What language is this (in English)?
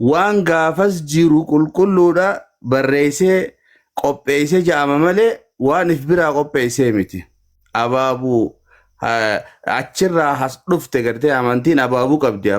Oromo